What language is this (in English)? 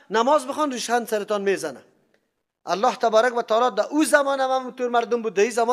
Persian